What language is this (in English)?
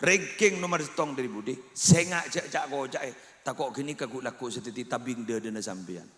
Madurese